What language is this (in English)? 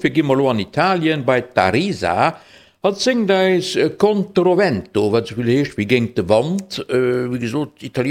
Luxembourgish